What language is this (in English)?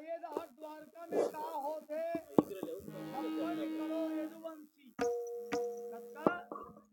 Chhattisgarhi